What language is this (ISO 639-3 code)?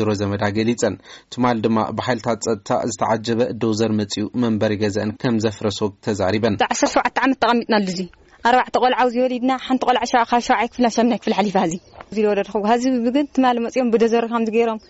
tir